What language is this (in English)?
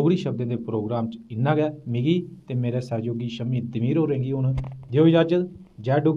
Dogri